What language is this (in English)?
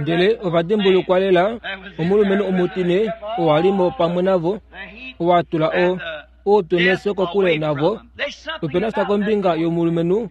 Kuanyama